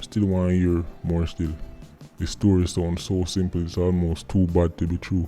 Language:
Jamaican Creole English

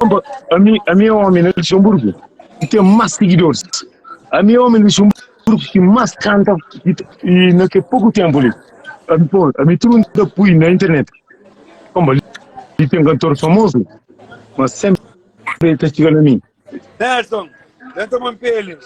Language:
Kabuverdianu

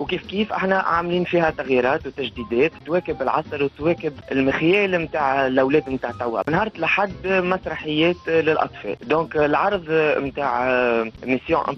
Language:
Tunisian Arabic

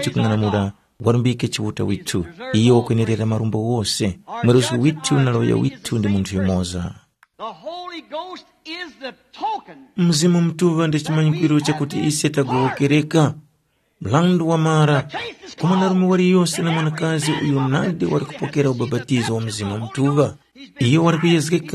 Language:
Tumbuka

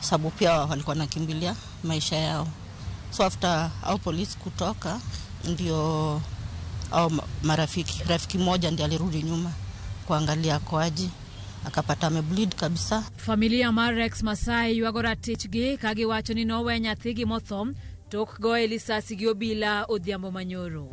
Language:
Luo (Kenya and Tanzania)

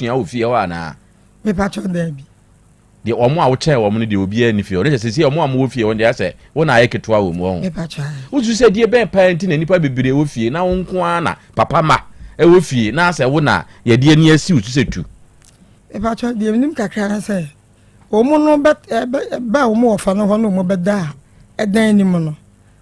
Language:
Akan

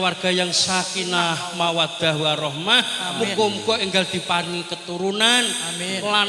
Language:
Javanese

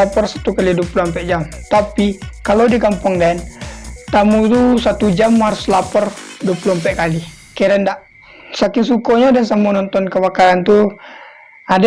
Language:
Minangkabau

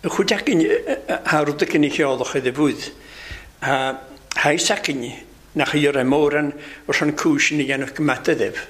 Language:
Welsh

